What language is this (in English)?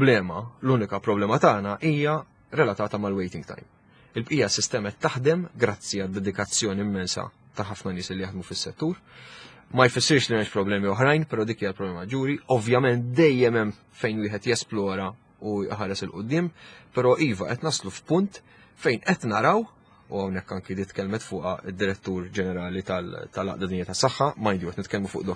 Maltese